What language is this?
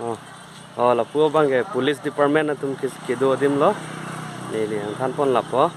Karbi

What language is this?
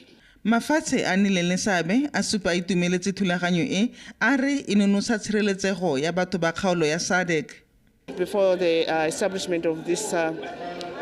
Tswana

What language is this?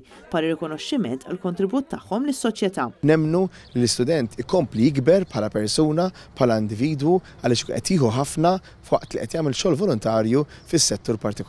Maltese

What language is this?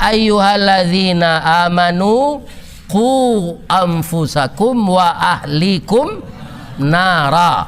Minangkabau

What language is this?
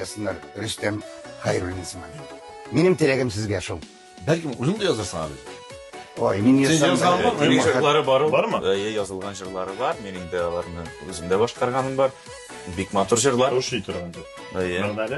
Tatar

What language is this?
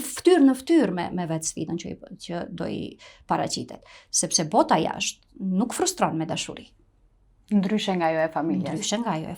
Albanian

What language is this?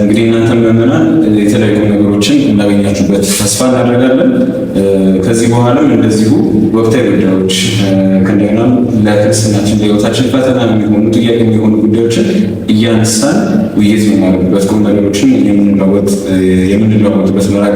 Amharic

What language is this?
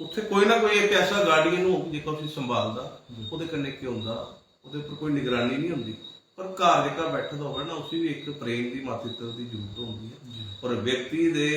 Dogri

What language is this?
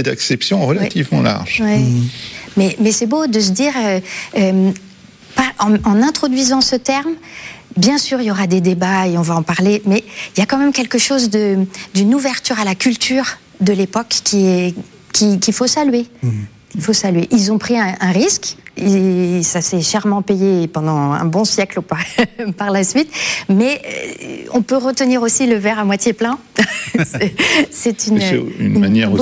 French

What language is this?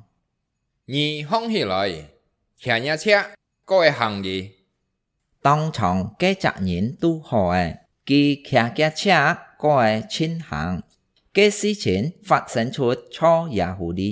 Hakka Chinese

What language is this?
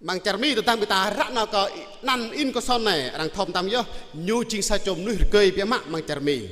Jarai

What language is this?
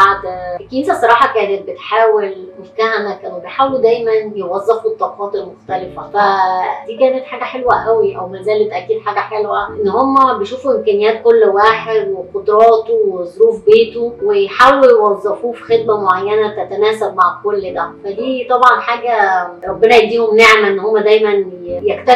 Egyptian Arabic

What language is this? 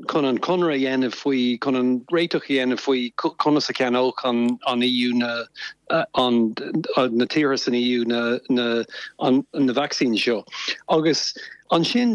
Irish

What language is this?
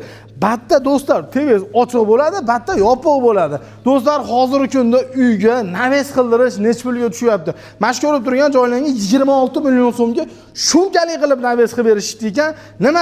Uzbek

